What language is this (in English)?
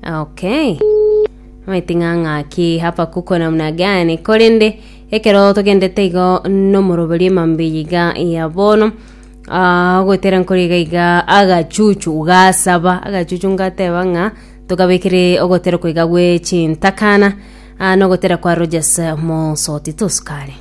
Gusii